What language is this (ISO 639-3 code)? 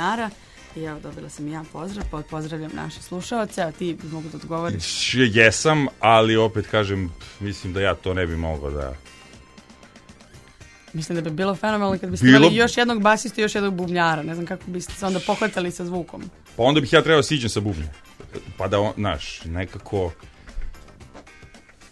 srp